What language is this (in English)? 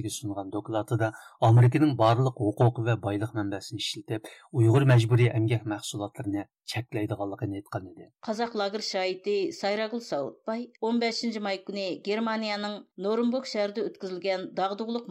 Uyghur